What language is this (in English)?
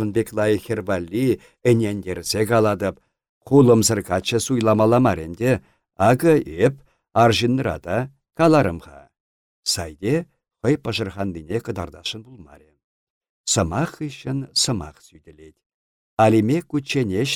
Chuvash